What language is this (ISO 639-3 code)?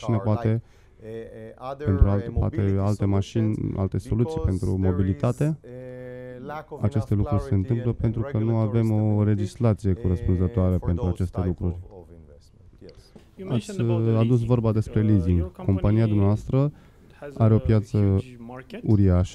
ron